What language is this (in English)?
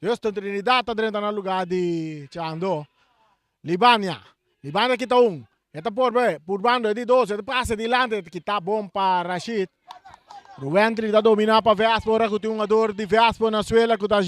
Papiamento